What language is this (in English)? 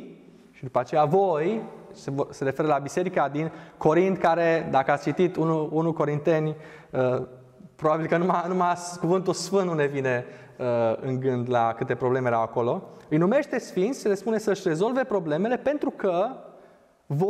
Romanian